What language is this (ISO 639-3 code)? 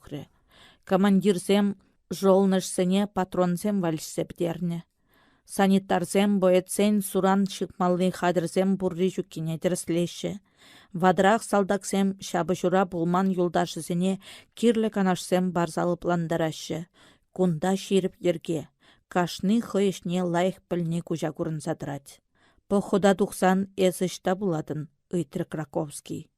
chv